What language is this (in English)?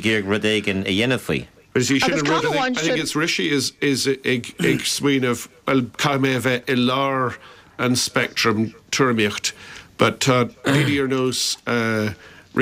Irish